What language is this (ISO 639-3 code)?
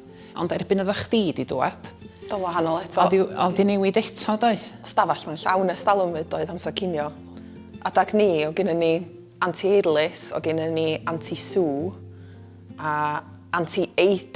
cym